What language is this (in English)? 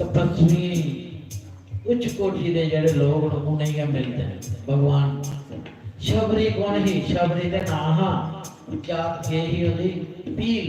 Dogri